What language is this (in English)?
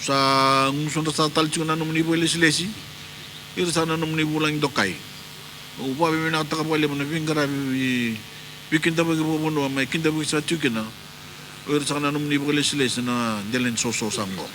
Fijian